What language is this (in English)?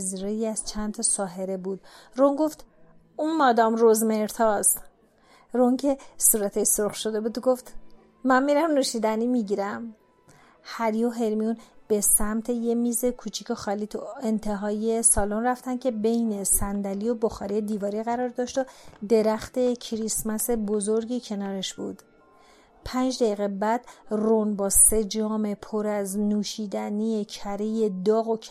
Persian